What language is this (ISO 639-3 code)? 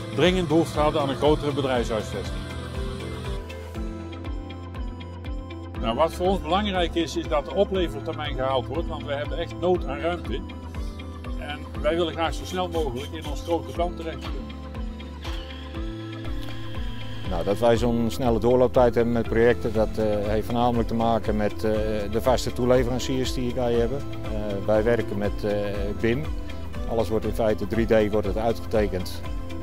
nld